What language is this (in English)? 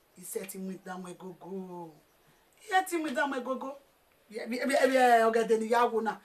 Bini